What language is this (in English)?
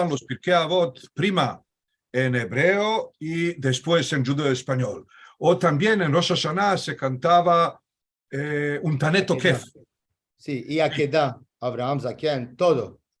Ladino